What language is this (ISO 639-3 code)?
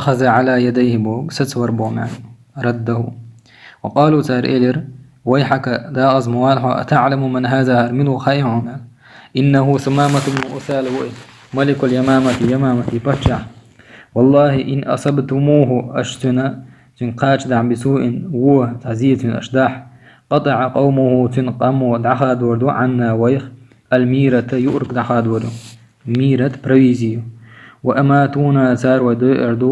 che